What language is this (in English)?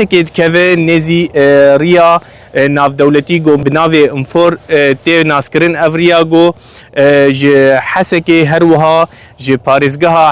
Kurdish